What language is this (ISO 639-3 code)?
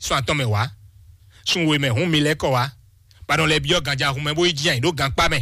fon